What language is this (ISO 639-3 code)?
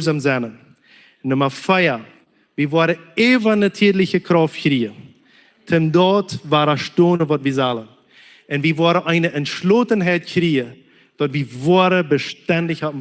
pdt